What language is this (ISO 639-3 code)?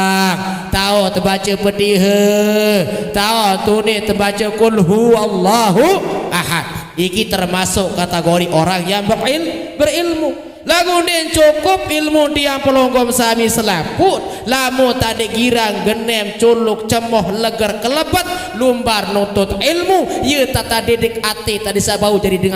sas